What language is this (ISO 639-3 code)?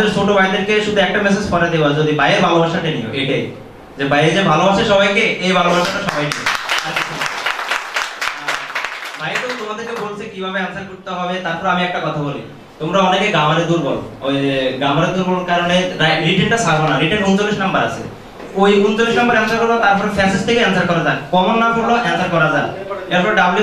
ben